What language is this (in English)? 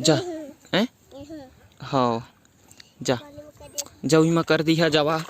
Chhattisgarhi